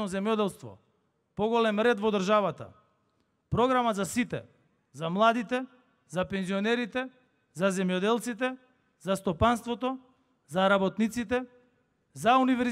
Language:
Macedonian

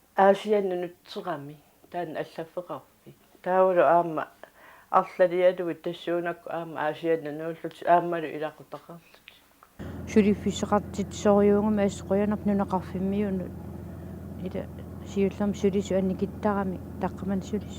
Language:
Kalaallisut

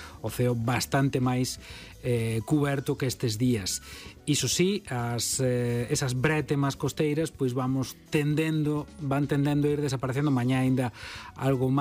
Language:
Galician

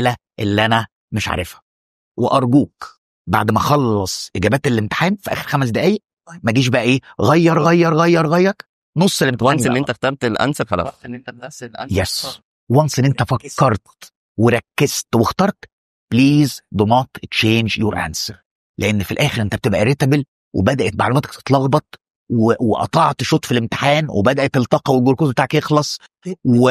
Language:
Egyptian Arabic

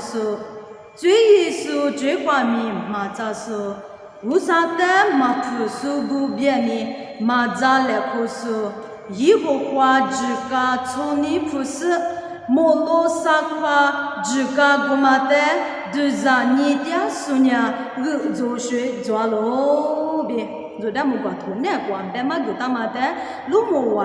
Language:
Lisu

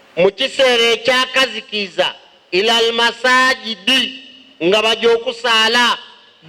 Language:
Ganda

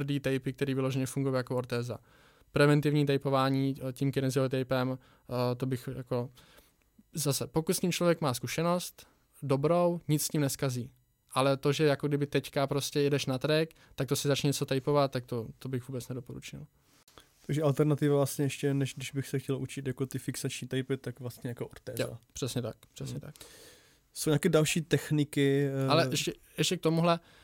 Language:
Czech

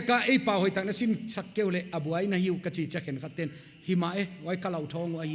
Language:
Paite Chin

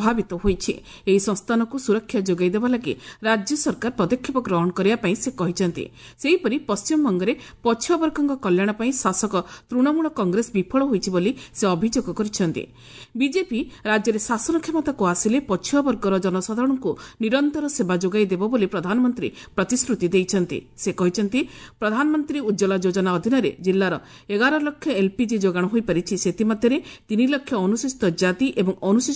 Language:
Odia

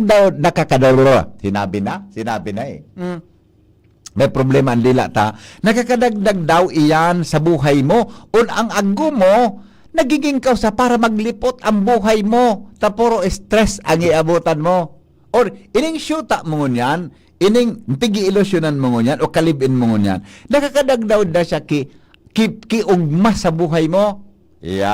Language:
Bikol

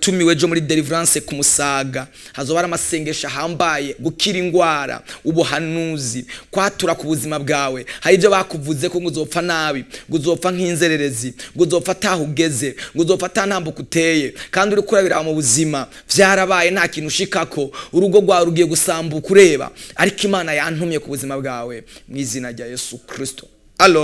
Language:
Rundi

